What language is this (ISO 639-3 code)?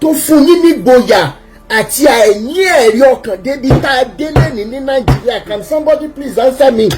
yor